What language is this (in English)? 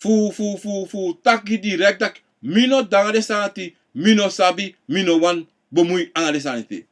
Sranan Tongo